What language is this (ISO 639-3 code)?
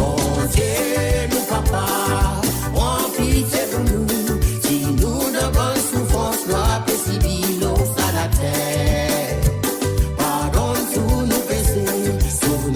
mfe